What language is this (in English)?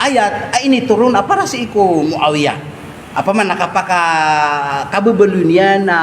Maranao